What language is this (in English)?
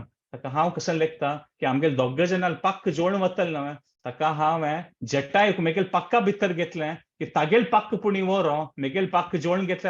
Konkani